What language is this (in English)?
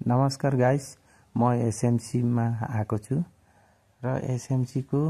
Nepali